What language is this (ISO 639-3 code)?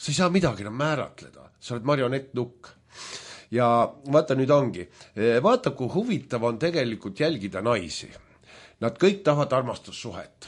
est